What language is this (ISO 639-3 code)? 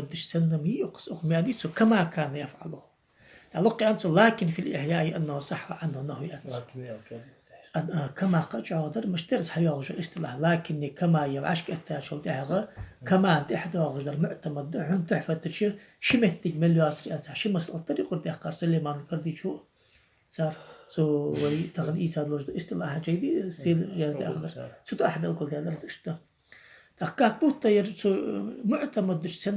inh